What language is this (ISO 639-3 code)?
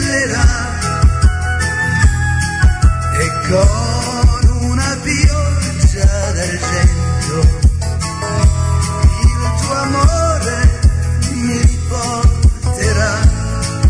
ita